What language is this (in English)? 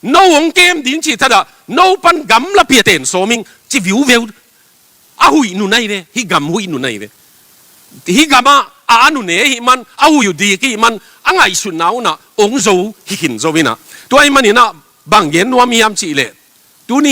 Tedim Chin